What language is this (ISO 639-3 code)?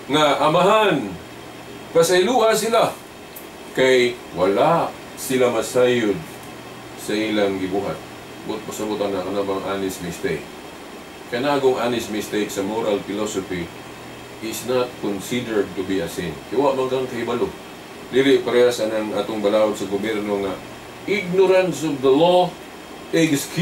ceb